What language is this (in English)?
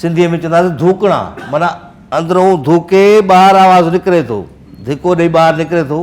Sindhi